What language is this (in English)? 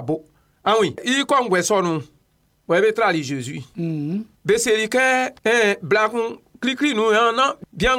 Baoulé